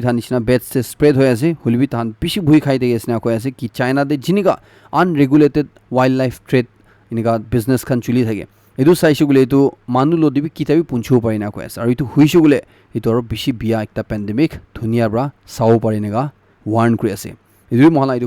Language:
Naga Pidgin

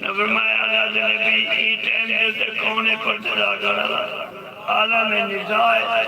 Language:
Saraiki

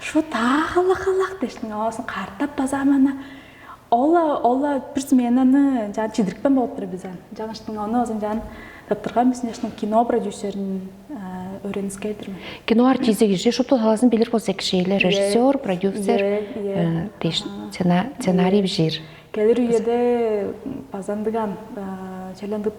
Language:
Tuvinian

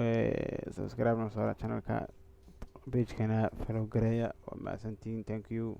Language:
Somali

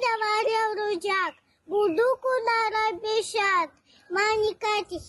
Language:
Gagauz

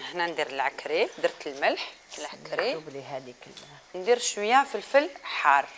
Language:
Algerian Arabic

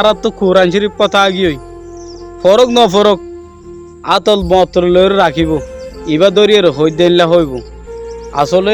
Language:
Rohingya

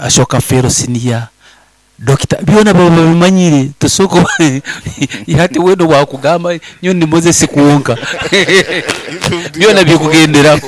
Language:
Nyoro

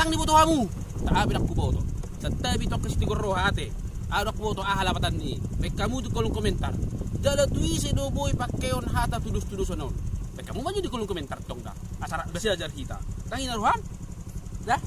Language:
Batak Toba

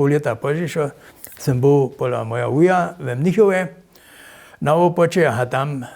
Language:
Upper Sorbian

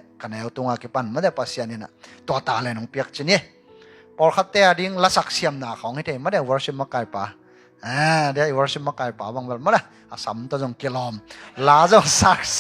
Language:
Tedim Chin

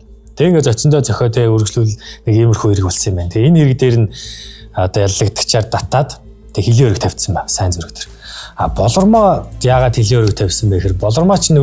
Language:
Mongolian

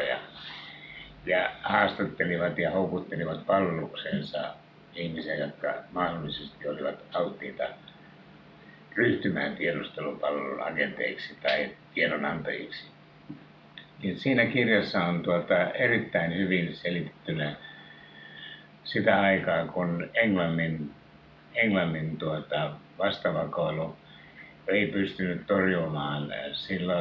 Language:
Finnish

